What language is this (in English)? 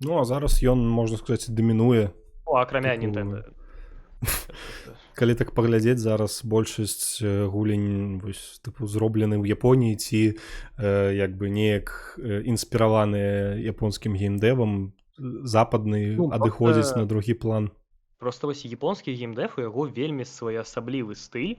Belarusian